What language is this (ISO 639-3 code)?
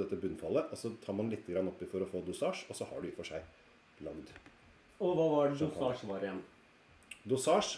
nor